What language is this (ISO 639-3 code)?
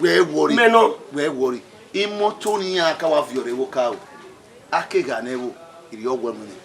bin